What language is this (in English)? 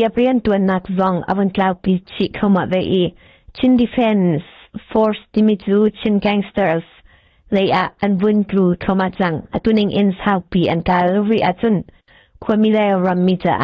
Hakha Chin